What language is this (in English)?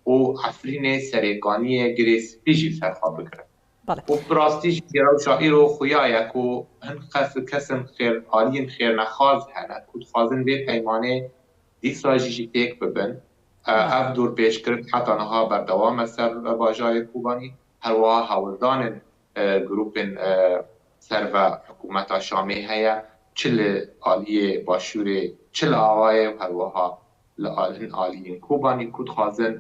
Kurdish